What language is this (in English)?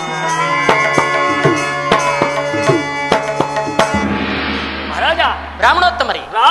Kannada